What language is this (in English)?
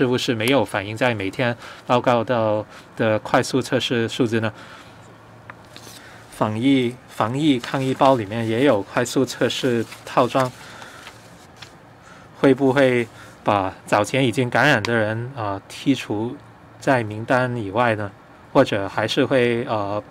Chinese